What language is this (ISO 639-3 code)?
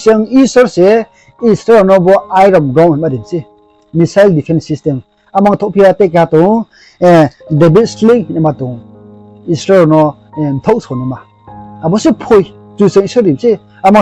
ria